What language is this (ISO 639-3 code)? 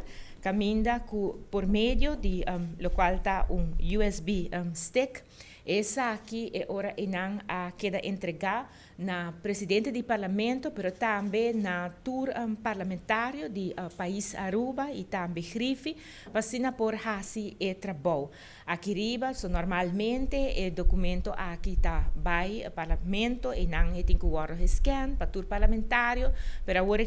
pap